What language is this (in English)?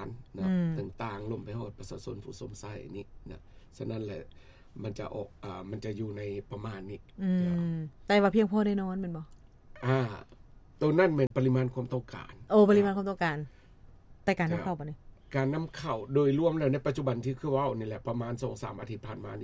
Lao